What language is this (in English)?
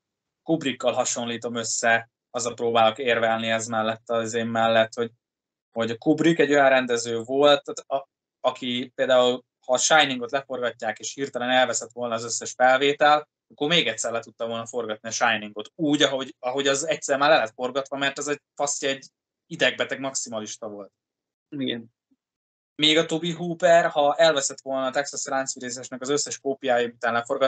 Hungarian